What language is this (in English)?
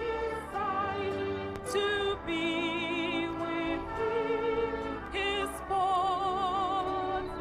Ewe